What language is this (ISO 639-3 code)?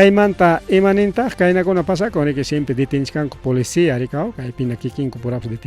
quy